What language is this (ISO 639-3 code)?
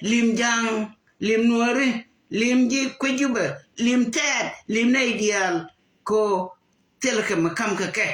nus